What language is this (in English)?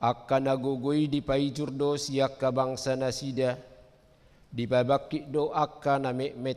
Batak Toba